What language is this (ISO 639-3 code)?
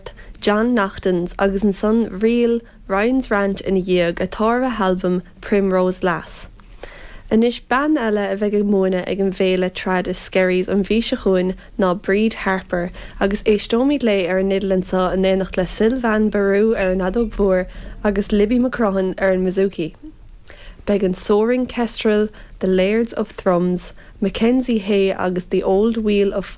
gle